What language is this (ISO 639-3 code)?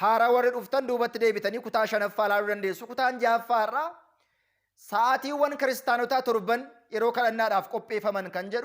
orm